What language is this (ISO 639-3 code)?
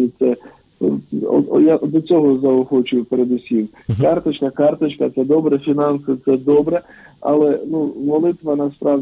ukr